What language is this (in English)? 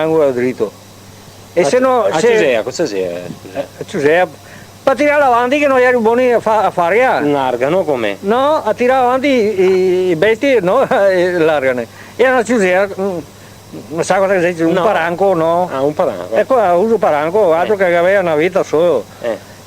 Venetian